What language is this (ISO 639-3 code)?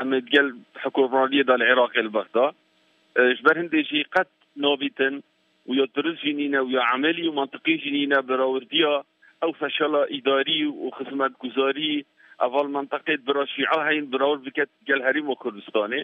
kur